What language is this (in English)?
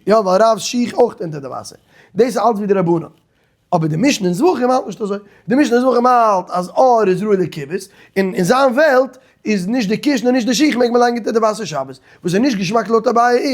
Yiddish